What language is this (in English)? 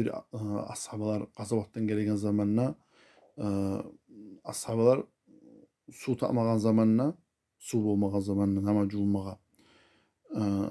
Kumyk